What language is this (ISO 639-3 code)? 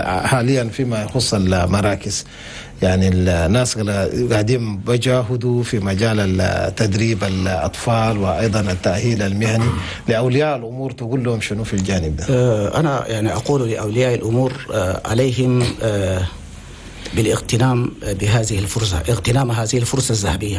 shu